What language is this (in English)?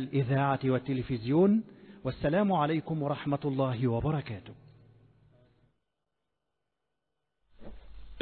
Arabic